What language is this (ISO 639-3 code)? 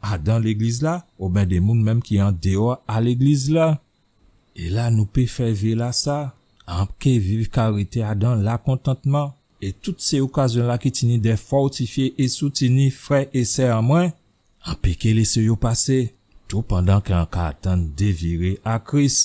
gcf